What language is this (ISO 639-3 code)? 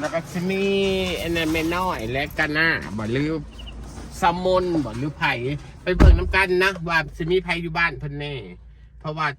tts